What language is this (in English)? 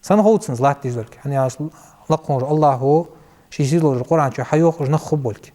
Ingush